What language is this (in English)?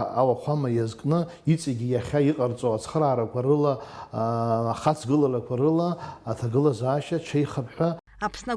Abkhazian